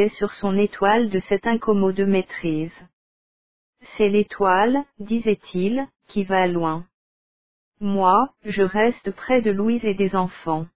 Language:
French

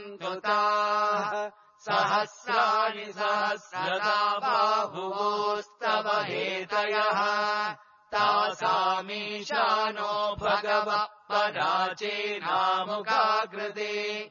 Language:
Sanskrit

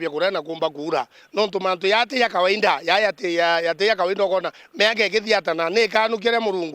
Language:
Meru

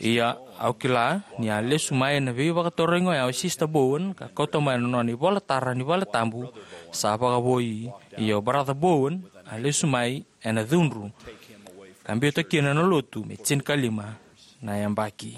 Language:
Fijian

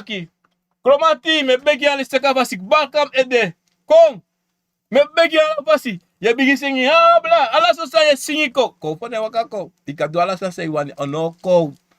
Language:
Sranan Tongo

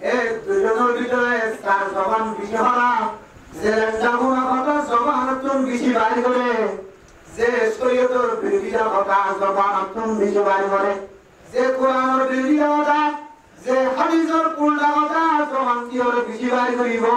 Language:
Rohingya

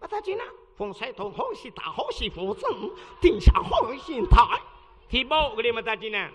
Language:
Achinese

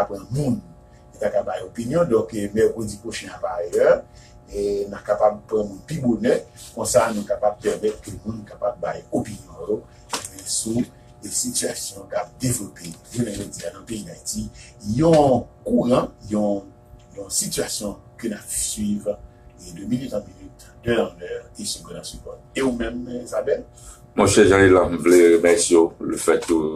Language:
Haitian Creole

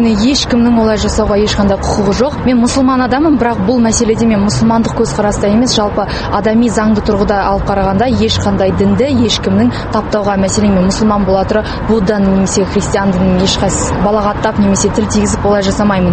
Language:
Kazakh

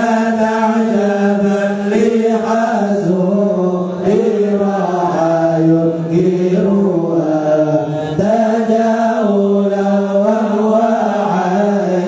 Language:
Arabic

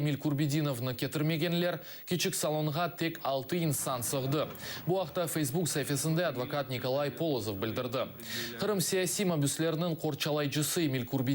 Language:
Crimean Tatar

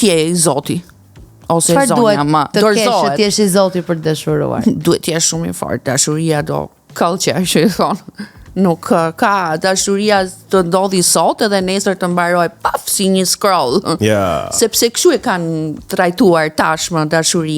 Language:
Albanian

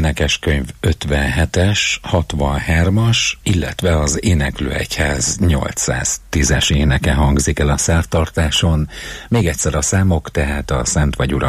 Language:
Hungarian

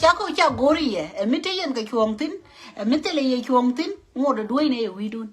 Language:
Nuer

